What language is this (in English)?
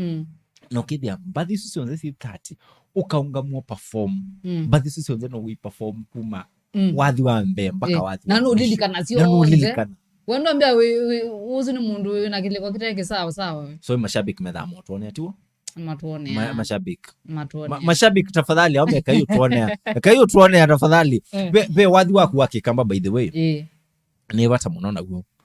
Kamba